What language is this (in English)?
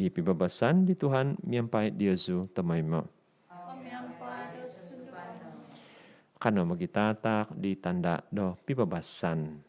Central Dusun